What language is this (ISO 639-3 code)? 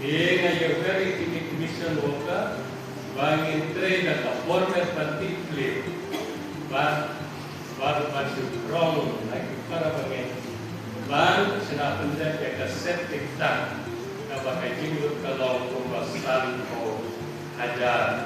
kha